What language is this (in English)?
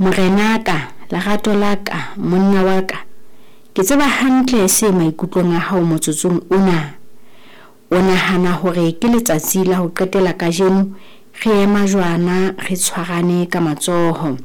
Southern Sotho